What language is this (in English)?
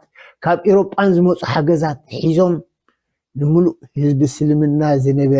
Tigrinya